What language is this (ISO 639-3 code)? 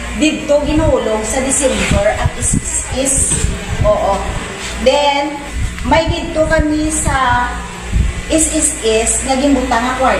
hil